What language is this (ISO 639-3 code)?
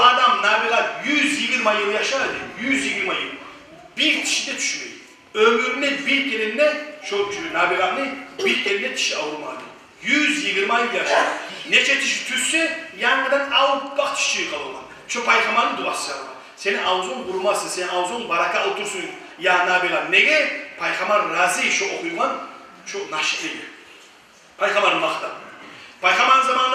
kum